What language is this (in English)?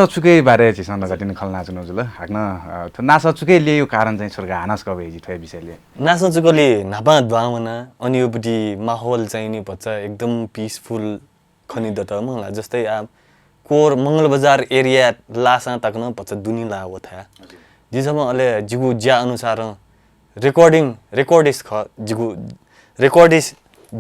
Newari